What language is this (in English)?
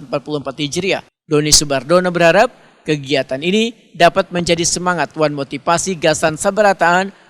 Banjar